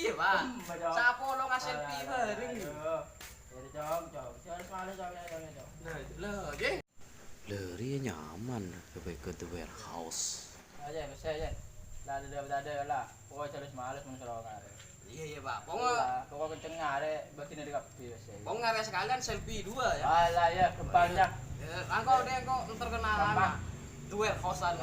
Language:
Madurese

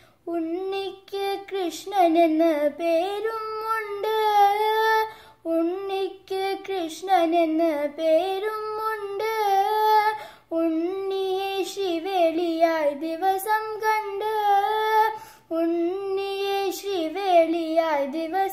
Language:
Malayalam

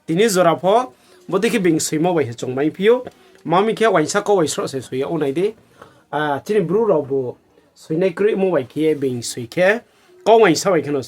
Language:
Riang (India)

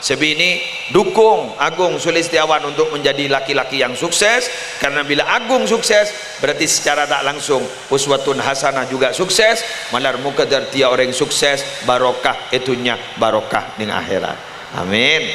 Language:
Madurese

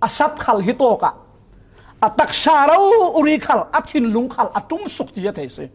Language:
Falam Chin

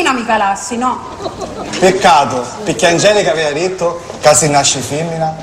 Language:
Sicilian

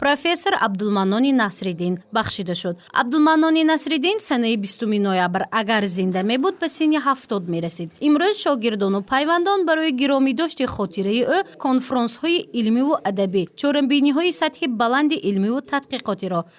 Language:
Tajik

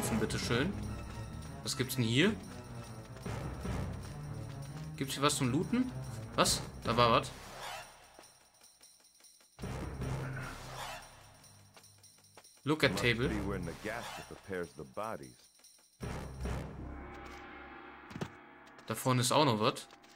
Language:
German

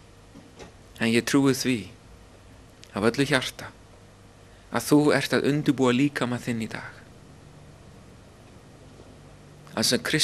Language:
Icelandic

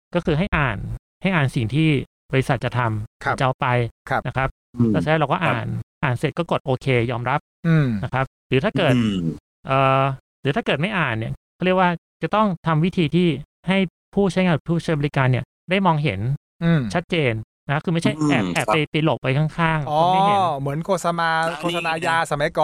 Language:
Thai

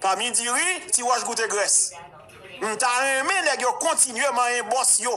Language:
Haitian Creole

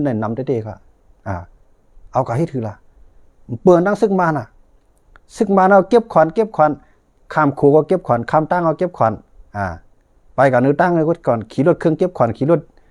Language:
Shan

